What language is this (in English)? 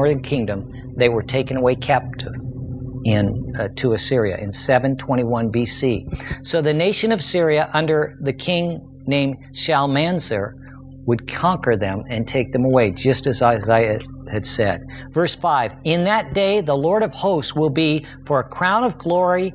English